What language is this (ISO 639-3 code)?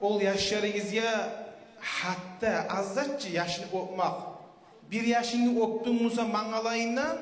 kum